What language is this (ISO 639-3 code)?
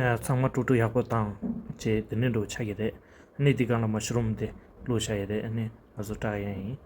bod